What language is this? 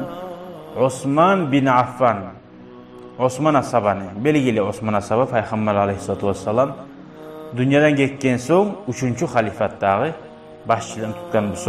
Kumyk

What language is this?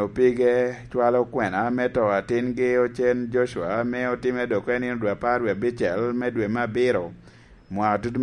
Lango (Uganda)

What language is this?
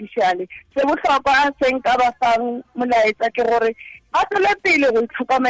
Tswana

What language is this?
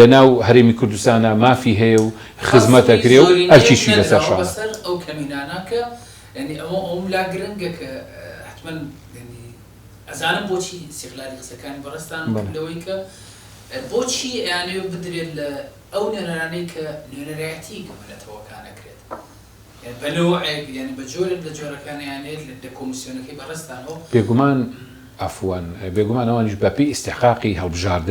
Central Kurdish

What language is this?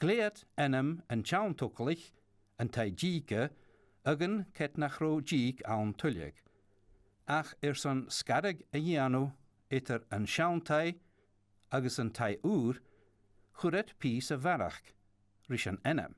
Scottish Gaelic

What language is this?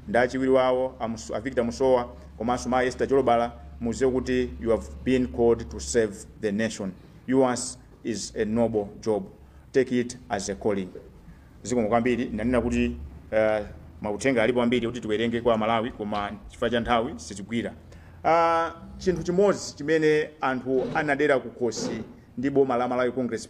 Nyanja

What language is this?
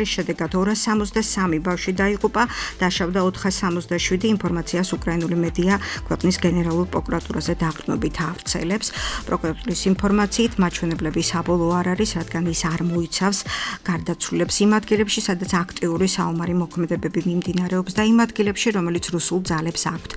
Georgian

